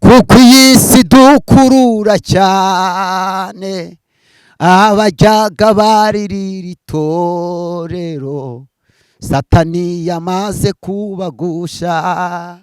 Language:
Kinyarwanda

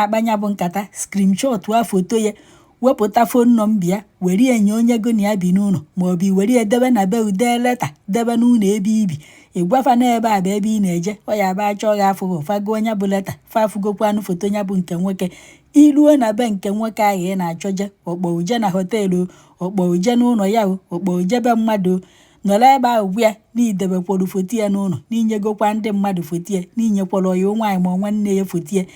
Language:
Igbo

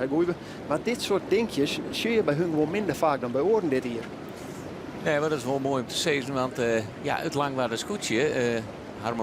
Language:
Western Frisian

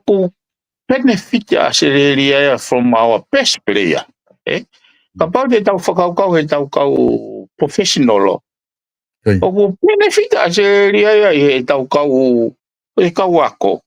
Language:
Tongan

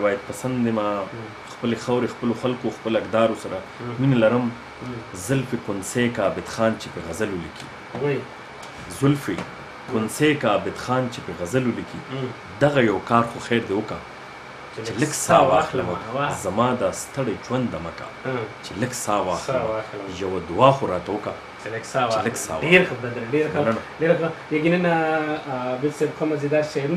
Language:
Pashto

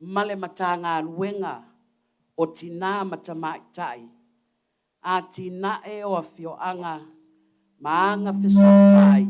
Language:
Samoan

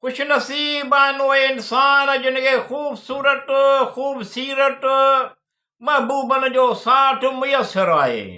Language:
Sindhi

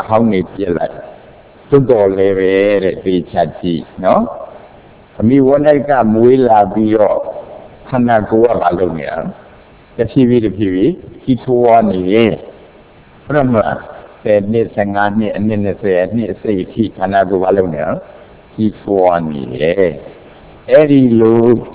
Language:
Burmese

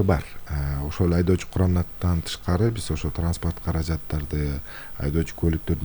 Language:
Kyrgyz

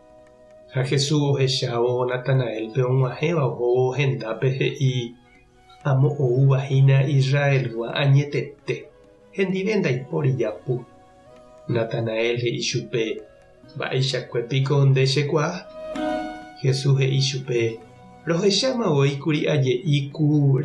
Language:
Guarani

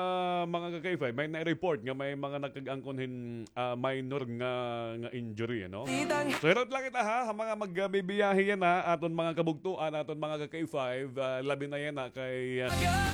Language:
Waray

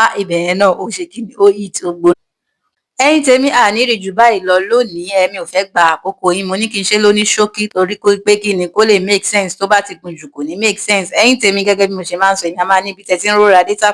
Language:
Yoruba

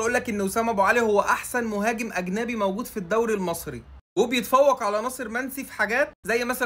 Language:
Egyptian Arabic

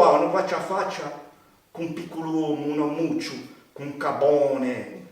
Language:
Corsican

